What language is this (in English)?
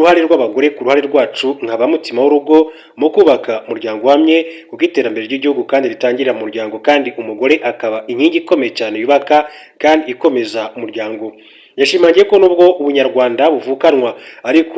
Kinyarwanda